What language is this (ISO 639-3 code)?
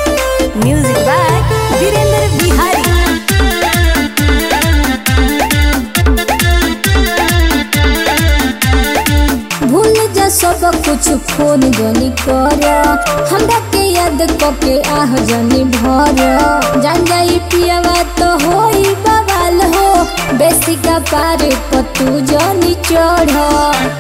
bho